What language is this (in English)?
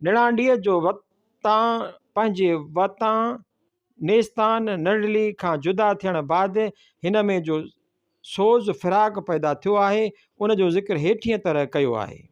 Sindhi